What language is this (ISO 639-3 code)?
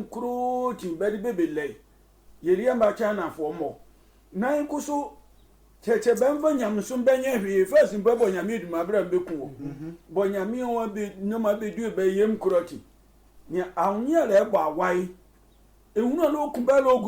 sfw